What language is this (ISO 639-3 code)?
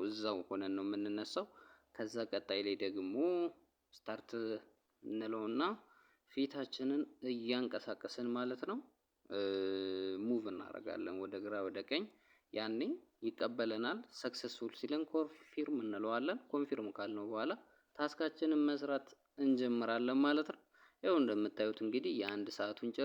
amh